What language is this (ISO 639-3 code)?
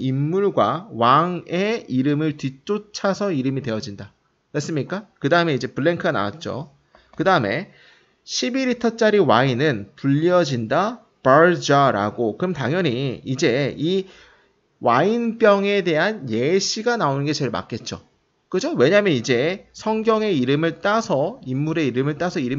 kor